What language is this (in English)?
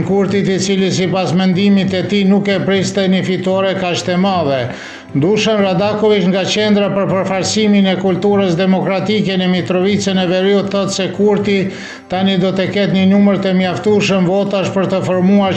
Albanian